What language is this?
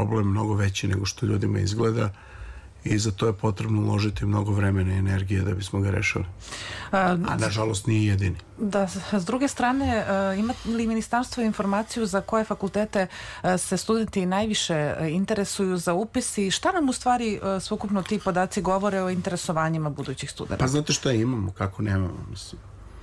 Serbian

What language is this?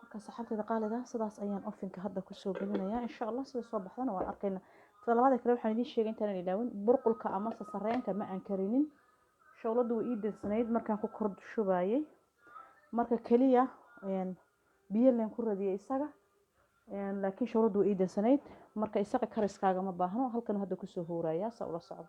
Somali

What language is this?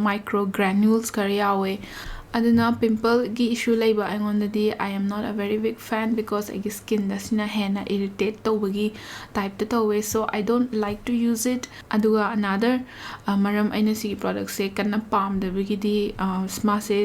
Manipuri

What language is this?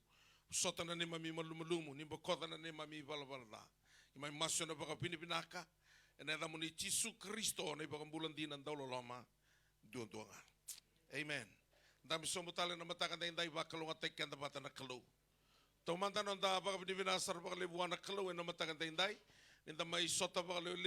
Fijian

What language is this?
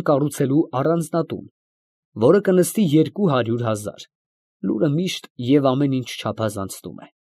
Armenian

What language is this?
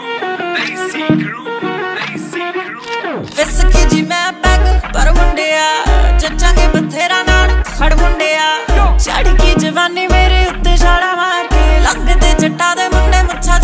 Punjabi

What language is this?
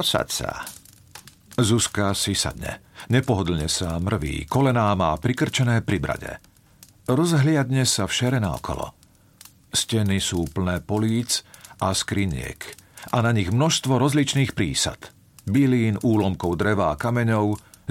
Slovak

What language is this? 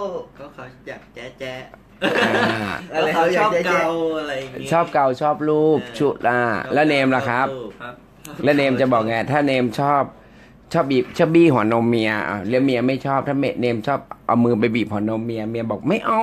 Thai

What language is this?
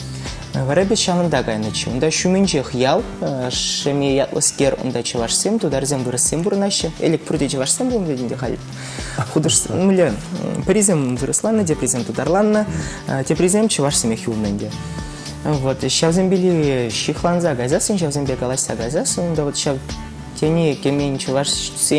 Chuvash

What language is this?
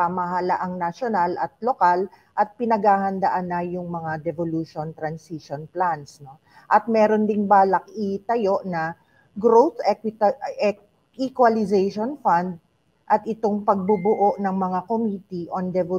Filipino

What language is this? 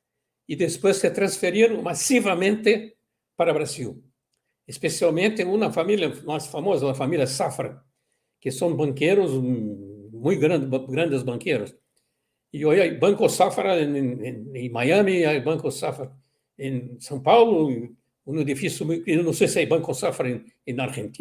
Ladino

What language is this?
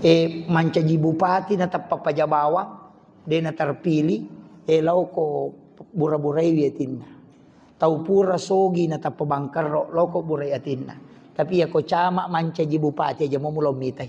Buginese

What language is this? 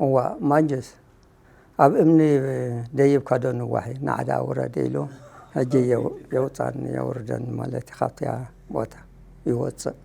Tigrinya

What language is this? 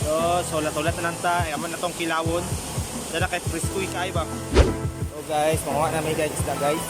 Cebuano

